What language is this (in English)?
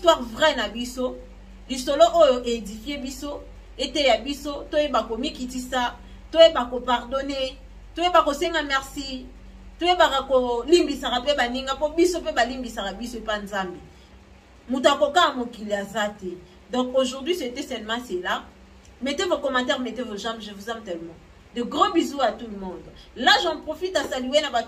Lingala